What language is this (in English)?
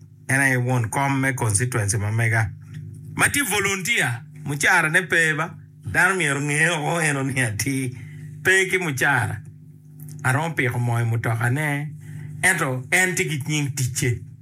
Acoli